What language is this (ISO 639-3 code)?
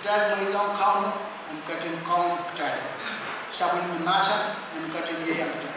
pon